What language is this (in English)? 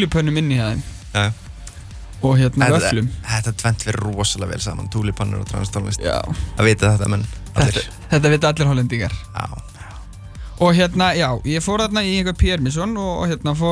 Icelandic